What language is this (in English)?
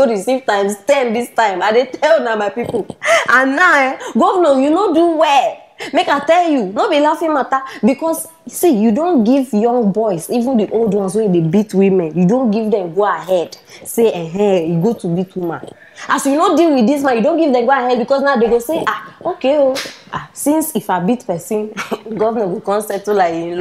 Nigerian Pidgin